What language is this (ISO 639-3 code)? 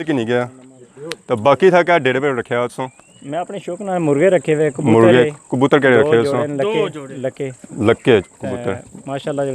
phr